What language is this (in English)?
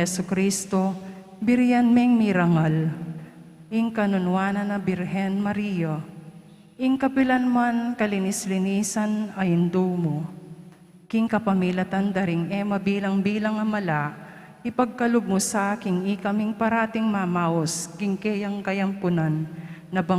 Pampanga